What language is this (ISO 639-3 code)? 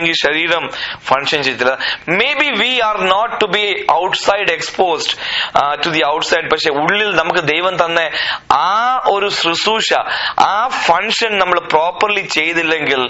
mal